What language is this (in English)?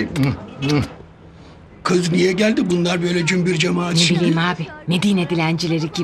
Turkish